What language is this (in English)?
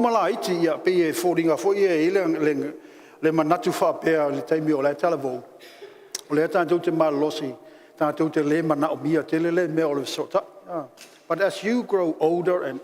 Samoan